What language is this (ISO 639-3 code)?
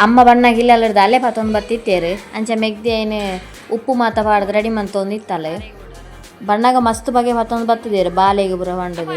tcy